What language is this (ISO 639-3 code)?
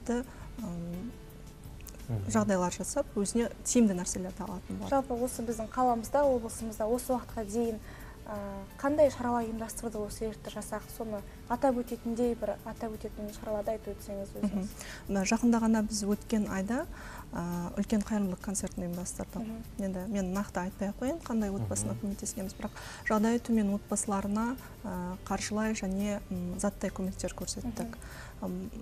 kaz